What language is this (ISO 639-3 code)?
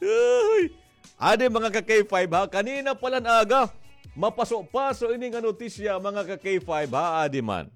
war